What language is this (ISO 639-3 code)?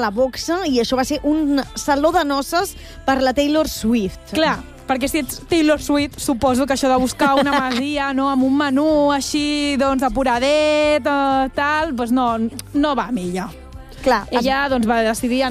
cat